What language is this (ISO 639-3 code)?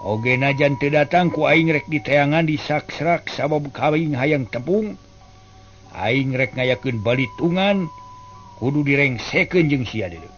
sun